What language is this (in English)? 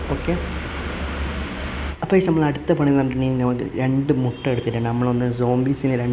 Malayalam